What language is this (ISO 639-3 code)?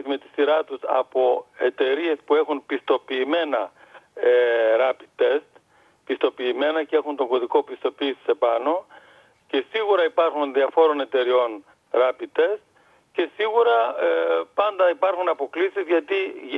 ell